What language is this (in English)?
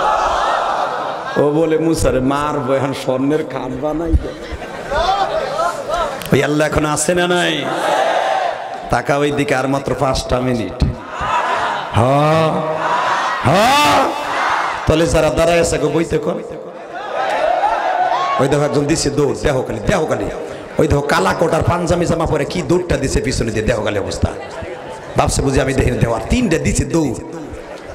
Bangla